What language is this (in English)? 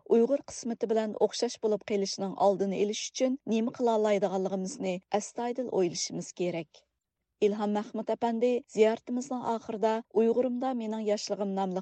Uyghur